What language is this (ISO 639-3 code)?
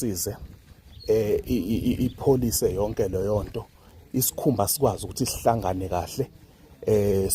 zul